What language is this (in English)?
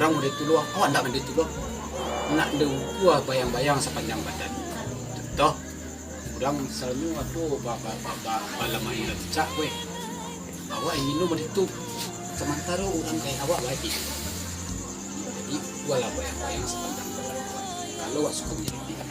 Minangkabau